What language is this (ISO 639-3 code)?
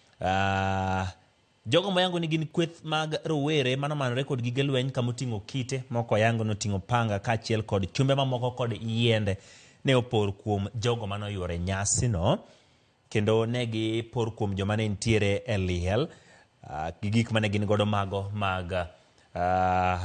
luo